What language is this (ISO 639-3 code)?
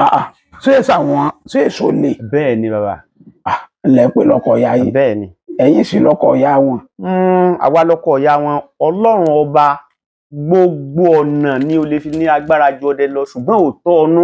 yor